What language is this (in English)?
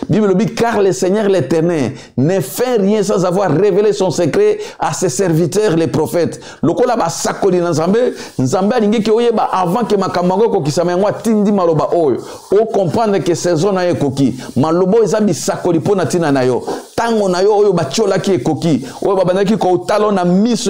Lingala